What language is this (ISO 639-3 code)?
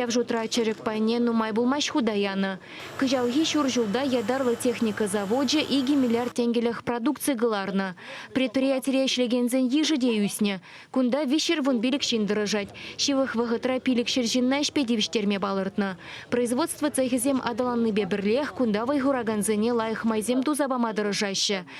chv